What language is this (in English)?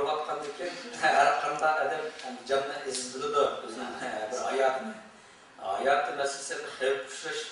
Uyghur